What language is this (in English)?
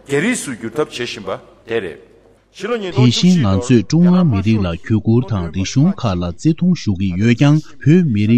Tibetan